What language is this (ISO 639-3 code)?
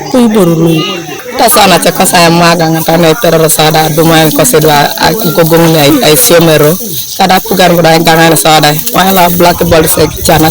teo